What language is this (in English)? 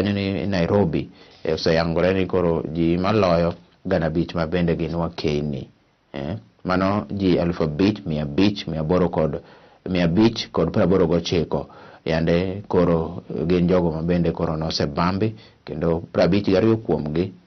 Luo (Kenya and Tanzania)